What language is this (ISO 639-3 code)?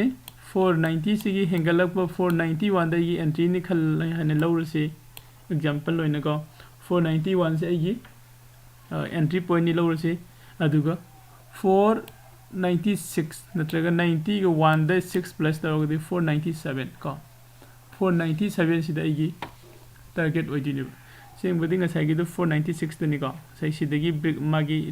mni